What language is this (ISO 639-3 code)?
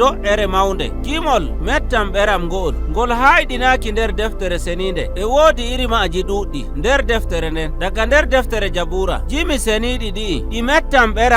fuv